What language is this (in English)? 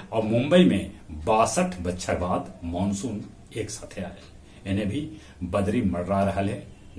Magahi